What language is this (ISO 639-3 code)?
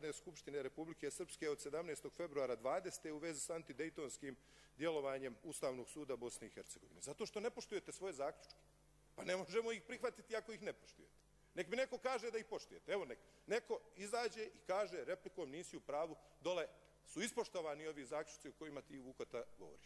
hrv